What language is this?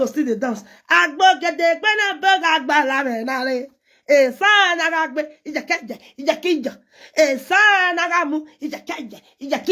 Nigerian Pidgin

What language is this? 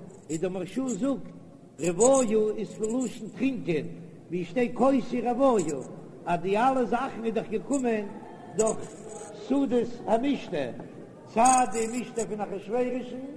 Yiddish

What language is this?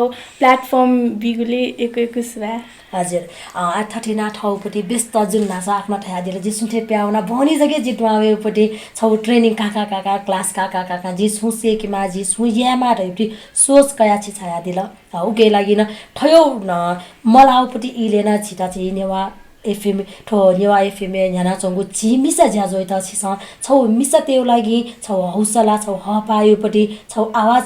Newari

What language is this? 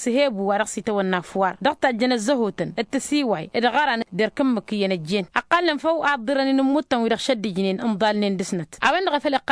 Tamasheq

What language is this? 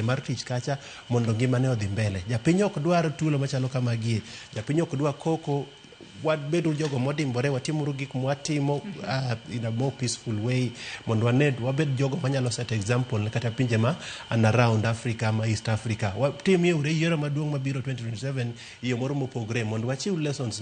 Luo (Kenya and Tanzania)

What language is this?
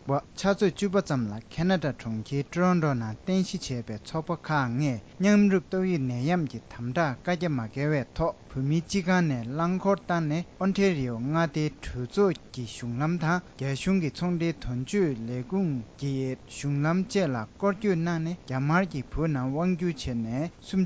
Tibetan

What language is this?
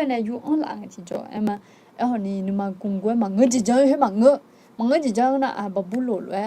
Akha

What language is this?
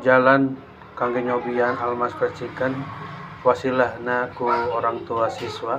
Sundanese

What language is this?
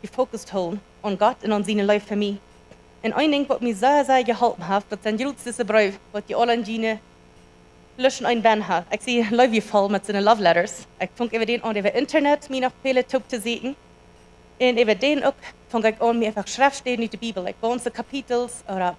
Plautdietsch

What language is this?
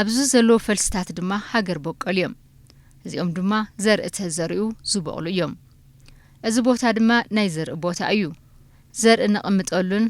Tigrinya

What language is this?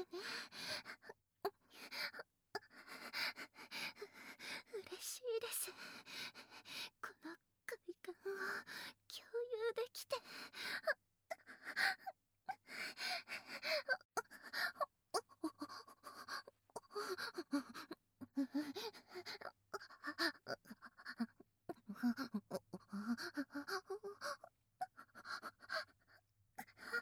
Japanese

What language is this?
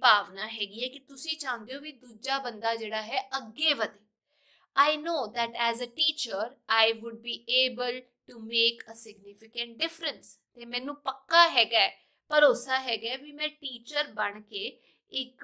Punjabi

